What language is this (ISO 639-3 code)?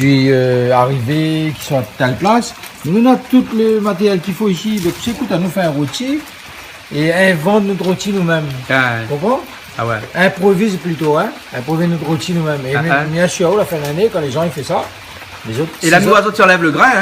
rcf